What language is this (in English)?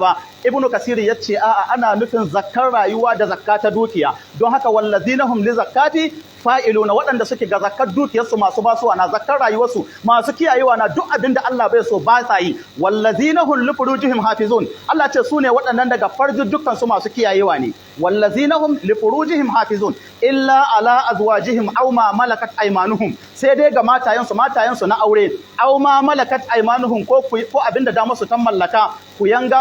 Hausa